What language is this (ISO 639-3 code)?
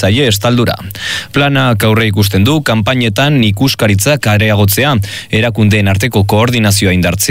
eus